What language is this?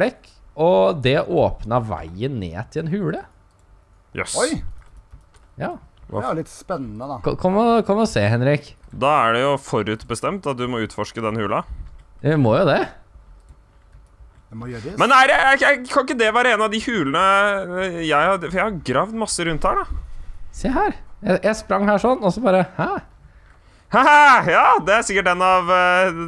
Norwegian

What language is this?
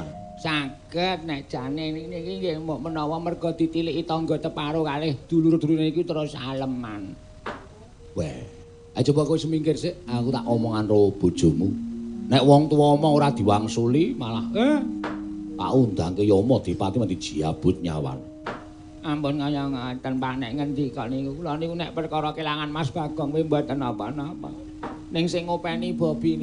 Javanese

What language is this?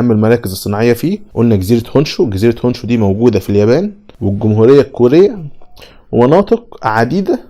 Egyptian Arabic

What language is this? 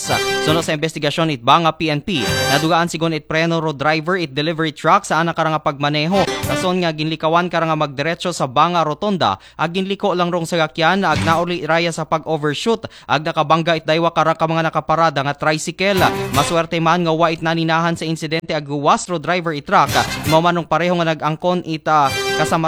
Aklanon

